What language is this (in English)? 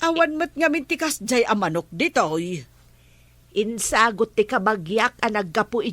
Iloko